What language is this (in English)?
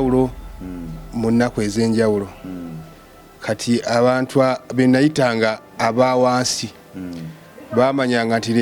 Ganda